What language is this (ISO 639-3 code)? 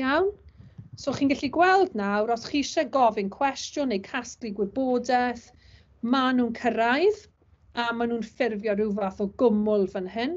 cym